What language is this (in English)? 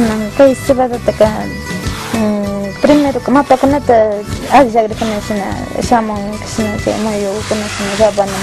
Imbabura Highland Quichua